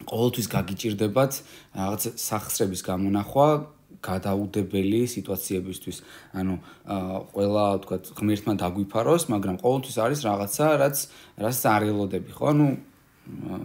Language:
Georgian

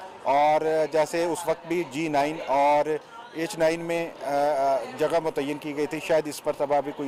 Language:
Urdu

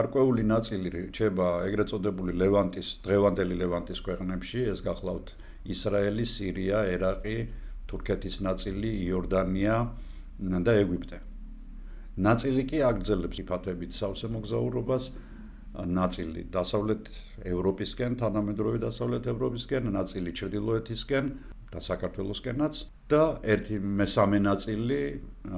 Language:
Georgian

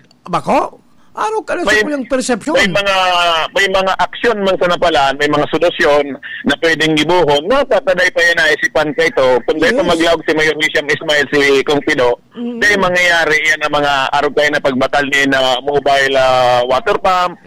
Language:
Bikol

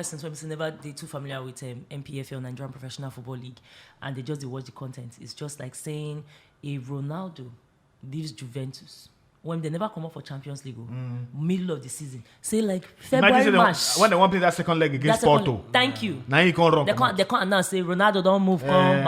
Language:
Nigerian Pidgin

